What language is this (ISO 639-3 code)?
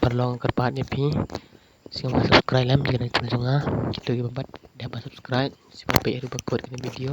kha